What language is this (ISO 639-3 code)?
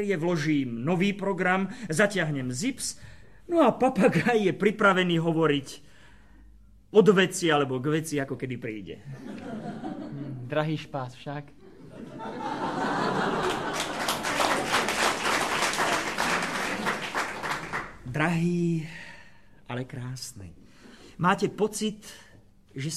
slk